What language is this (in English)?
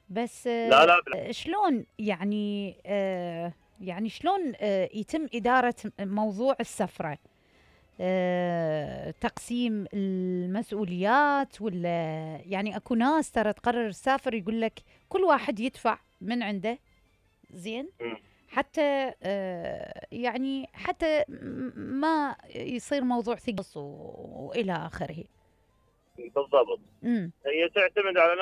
Mesopotamian Arabic